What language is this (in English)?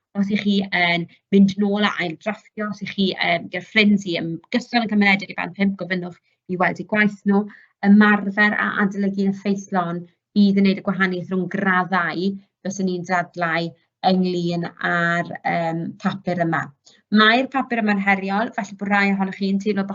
Welsh